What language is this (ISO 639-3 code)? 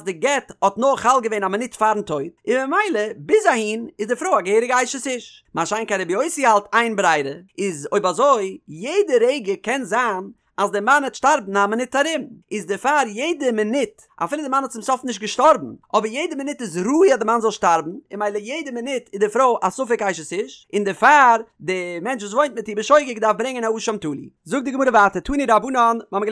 yid